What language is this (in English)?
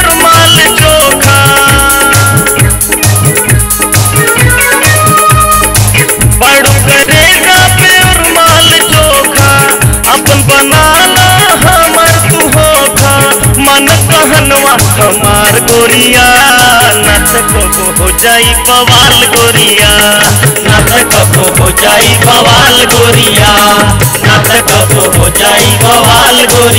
Bhojpuri